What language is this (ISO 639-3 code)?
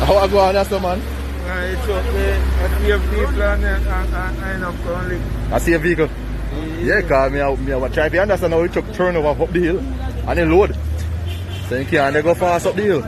jam